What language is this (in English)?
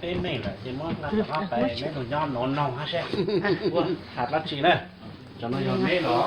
Hmong